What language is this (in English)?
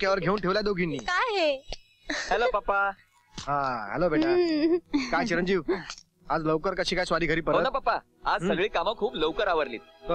Marathi